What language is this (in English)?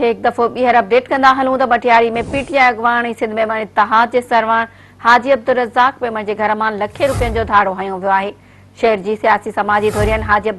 Sindhi